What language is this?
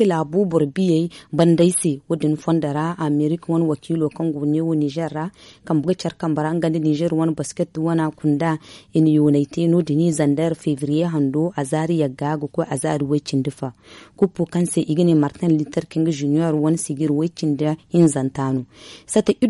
Zarma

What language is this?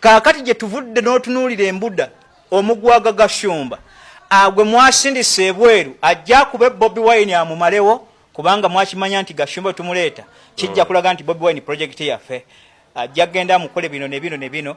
Ganda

